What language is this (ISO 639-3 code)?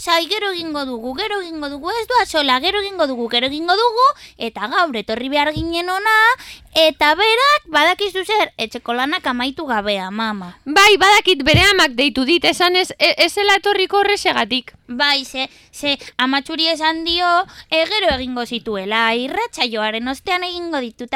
eus